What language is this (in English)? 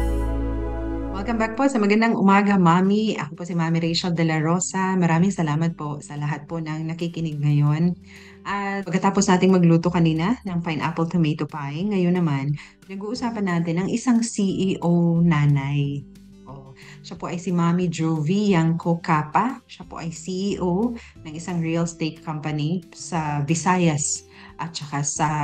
Filipino